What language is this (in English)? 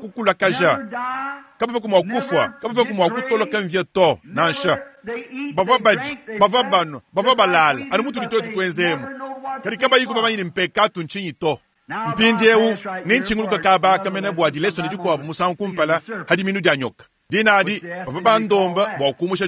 Luba-Lulua